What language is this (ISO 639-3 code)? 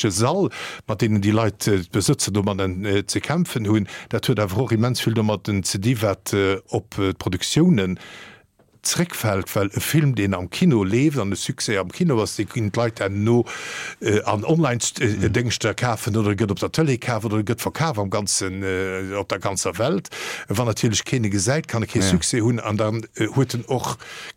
ltz